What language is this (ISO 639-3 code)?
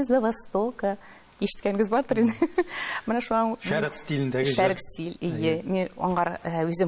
tat